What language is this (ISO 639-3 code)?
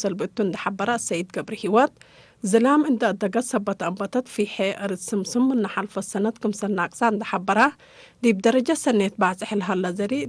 tig